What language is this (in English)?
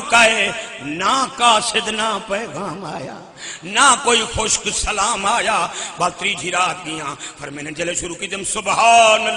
Saraiki